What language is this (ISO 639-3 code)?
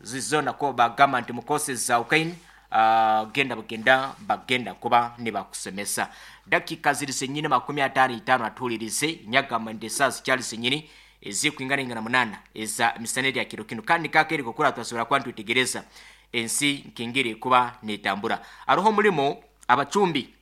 nyn